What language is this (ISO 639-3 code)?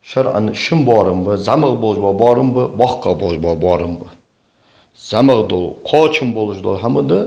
inh